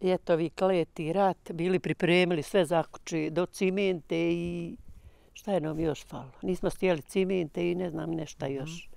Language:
Bosnian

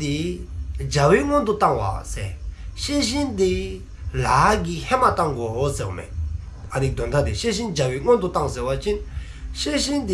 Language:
Dzongkha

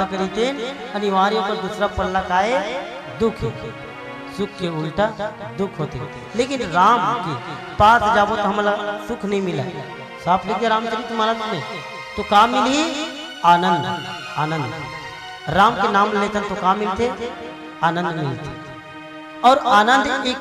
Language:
Chhattisgarhi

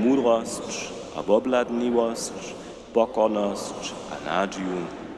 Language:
Upper Sorbian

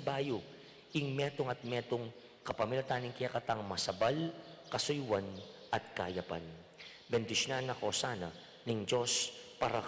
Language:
Pampanga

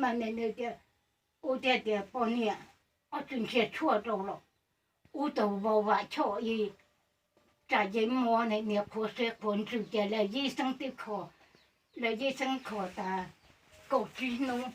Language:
Hmong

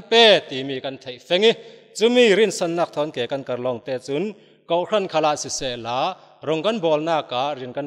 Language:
Falam Chin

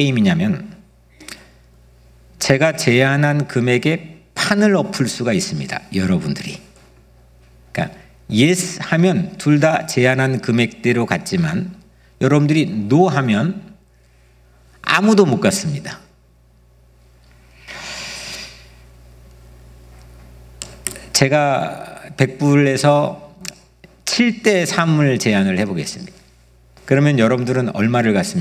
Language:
Korean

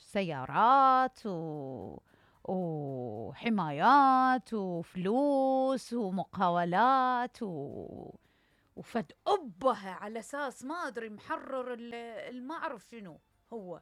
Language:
Mesopotamian Arabic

